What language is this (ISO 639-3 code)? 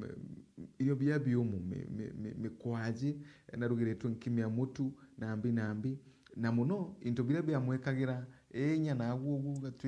mer